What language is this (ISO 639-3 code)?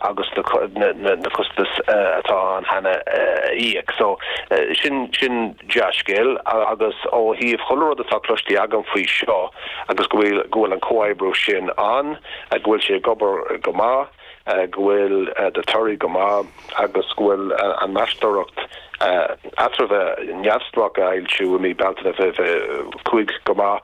gle